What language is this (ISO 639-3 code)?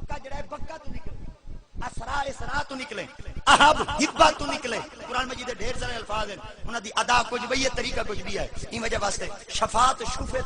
skr